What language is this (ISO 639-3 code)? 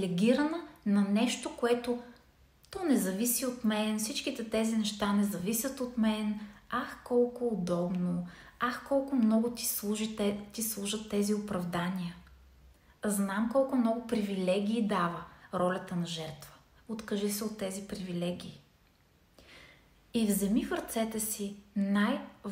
bul